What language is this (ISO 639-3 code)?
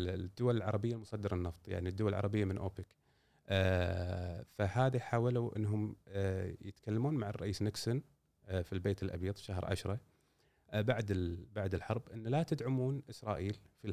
afb